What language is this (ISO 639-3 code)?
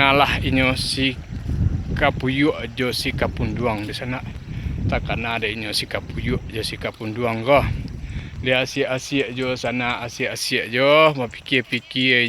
min